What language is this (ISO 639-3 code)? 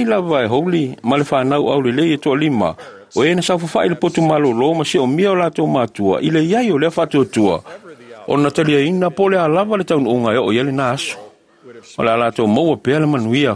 smo